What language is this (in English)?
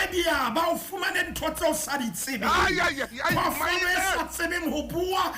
Southern Sotho